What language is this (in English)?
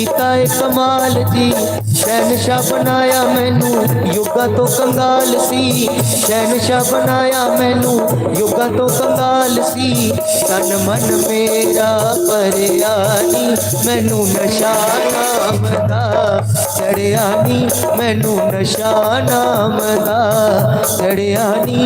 Dogri